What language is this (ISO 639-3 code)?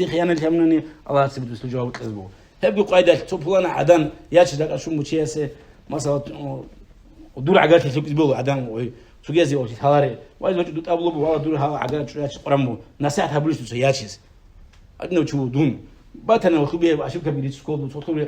ava